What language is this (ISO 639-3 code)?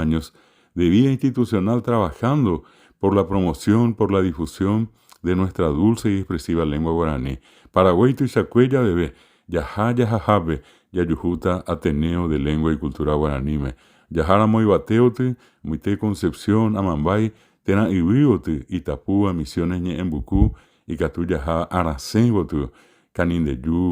grn